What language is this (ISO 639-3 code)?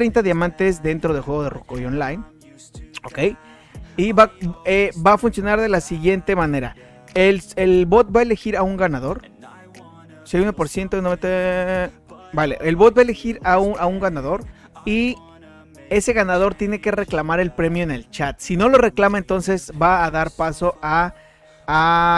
spa